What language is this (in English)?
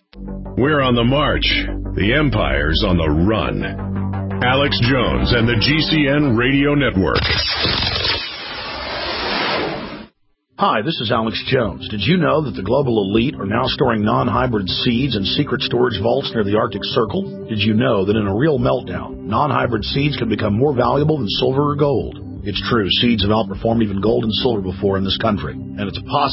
English